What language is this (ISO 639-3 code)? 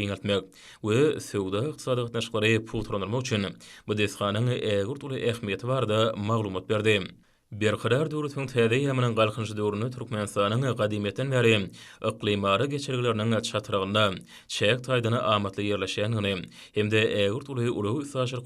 tuk